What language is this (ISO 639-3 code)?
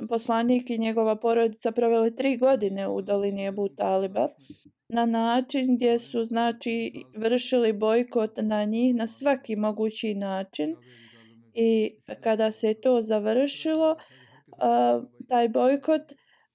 bos